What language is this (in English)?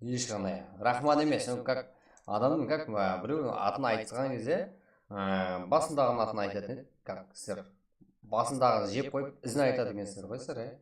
Kara-Kalpak